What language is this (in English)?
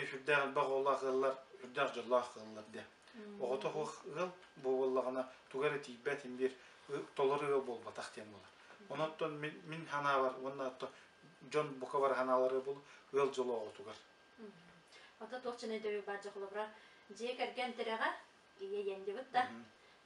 Yakut